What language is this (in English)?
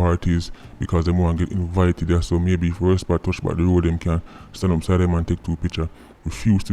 Jamaican Creole English